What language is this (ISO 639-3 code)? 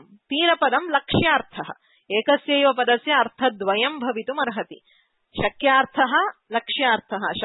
san